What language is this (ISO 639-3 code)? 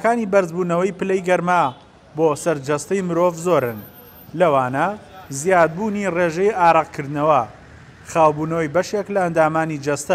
ckb